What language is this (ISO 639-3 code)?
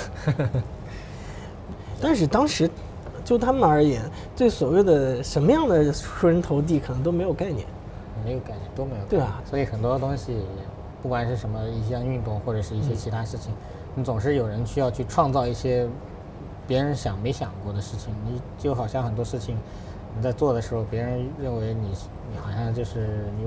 zho